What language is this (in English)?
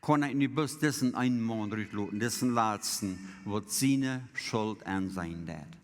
Plautdietsch